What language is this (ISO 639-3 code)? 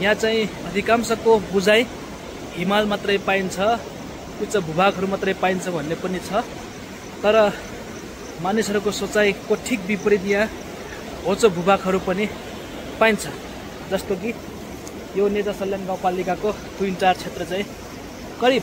nep